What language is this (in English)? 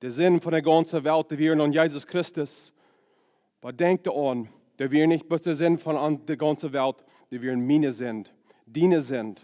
Plautdietsch